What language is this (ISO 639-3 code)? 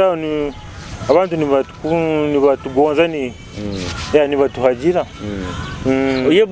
nyo